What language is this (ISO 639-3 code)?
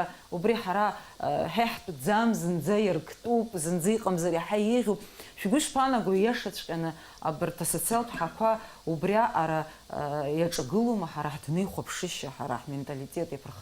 abk